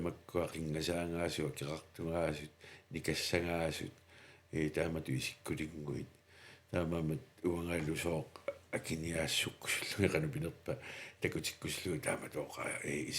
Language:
Kalaallisut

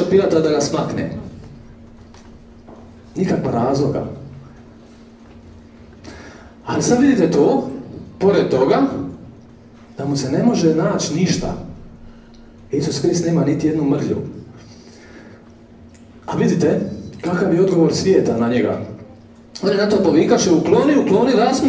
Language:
Croatian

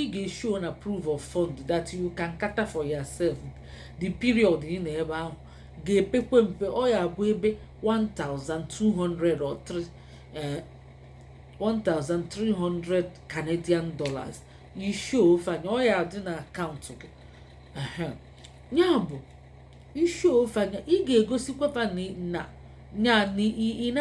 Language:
Igbo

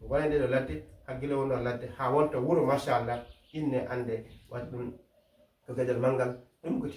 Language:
Fula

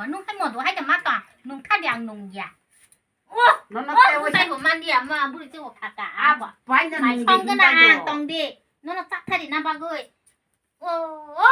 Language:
Kok Borok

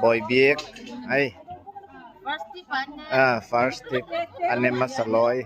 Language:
Gangte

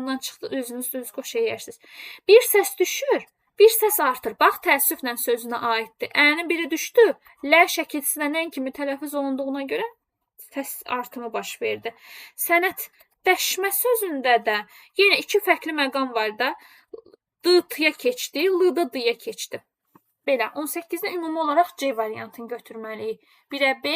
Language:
Azerbaijani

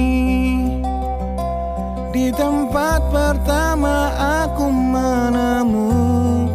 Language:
Indonesian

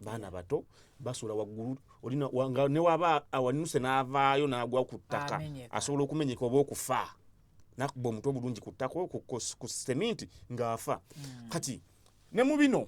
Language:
Ganda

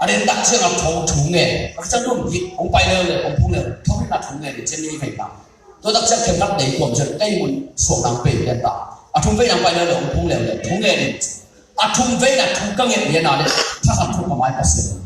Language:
Tedim Chin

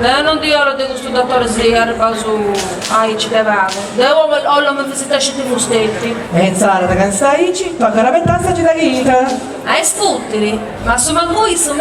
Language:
Sardinian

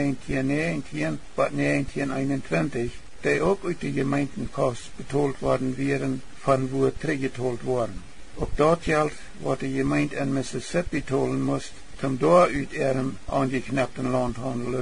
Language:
Plautdietsch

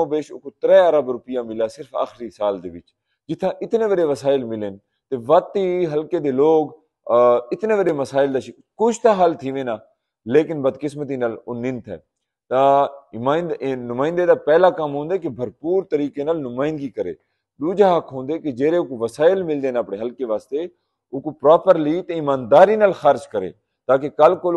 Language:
Saraiki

